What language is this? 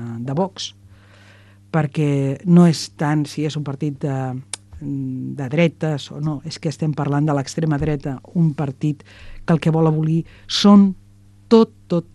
Catalan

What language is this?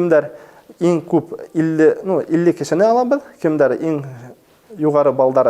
Bashkir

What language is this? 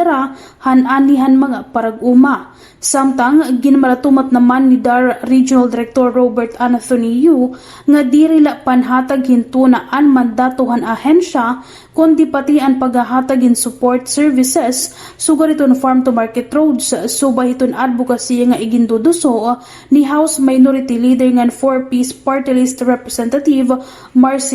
Waray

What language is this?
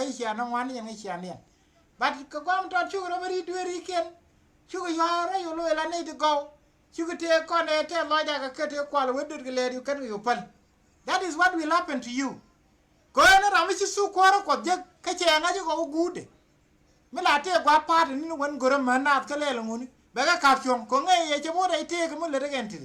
Nuer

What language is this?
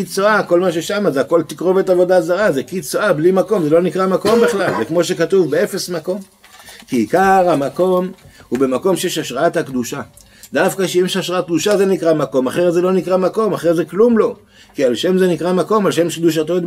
Hebrew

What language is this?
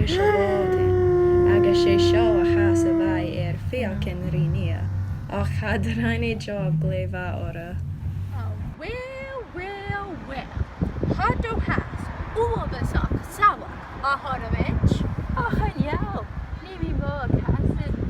Scottish Gaelic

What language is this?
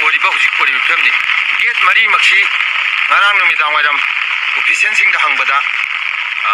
Manipuri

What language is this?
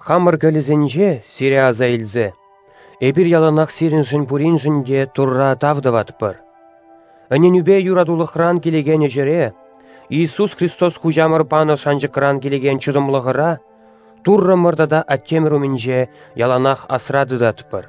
Chuvash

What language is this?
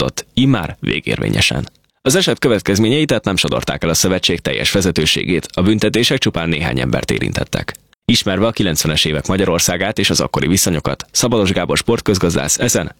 Hungarian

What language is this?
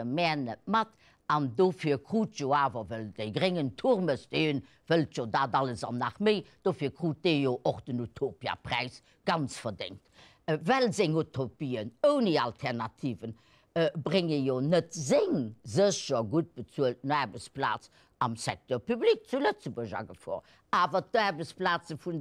Luxembourgish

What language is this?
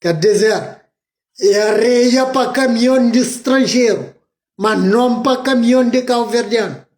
Kabuverdianu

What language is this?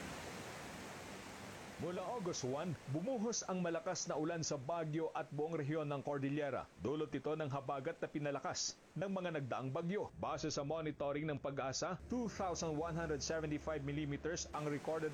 Filipino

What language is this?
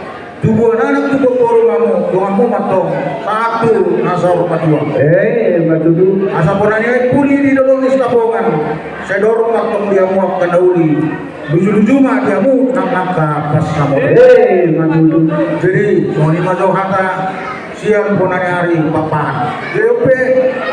Batak Toba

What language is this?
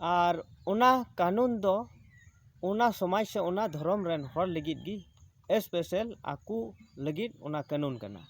Santali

